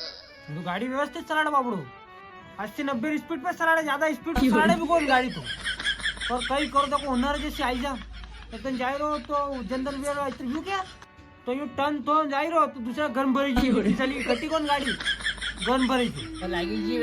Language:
Rajasthani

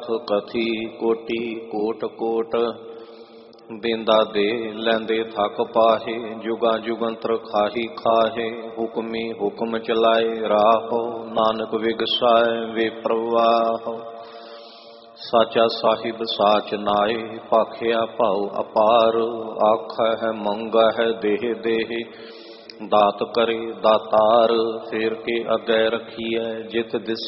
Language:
Punjabi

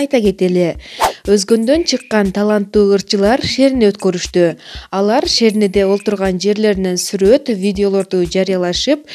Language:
Kyrgyz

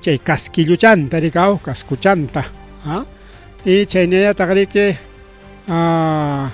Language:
Ayacucho Quechua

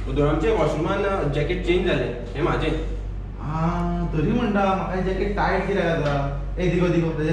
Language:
Konkani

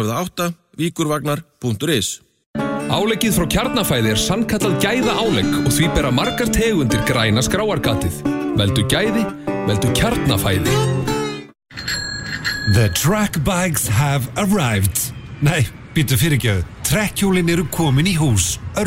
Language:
Icelandic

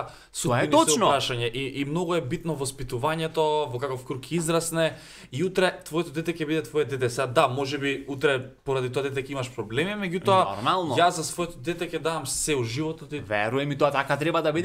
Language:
Macedonian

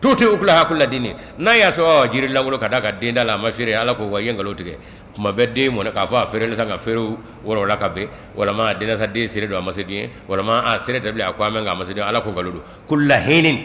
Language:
Bambara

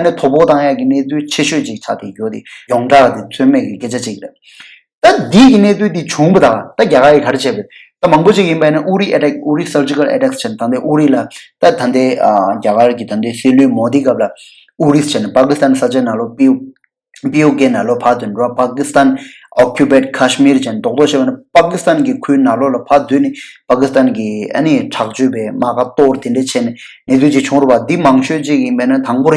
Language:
Tibetan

